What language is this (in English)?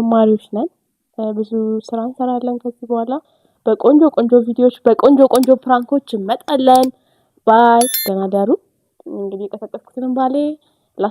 Amharic